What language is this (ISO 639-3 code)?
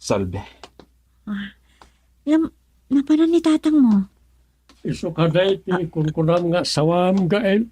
ilo